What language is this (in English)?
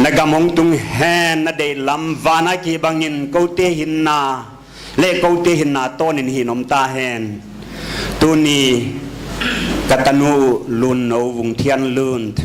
Paite Chin